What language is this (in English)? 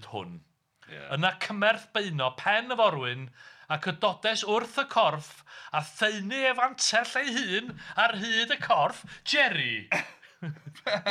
Welsh